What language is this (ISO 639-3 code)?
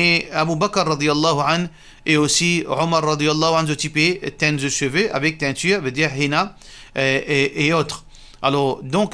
mfe